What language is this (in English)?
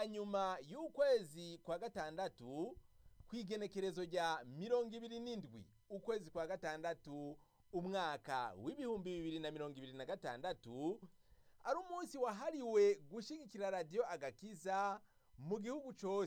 Rundi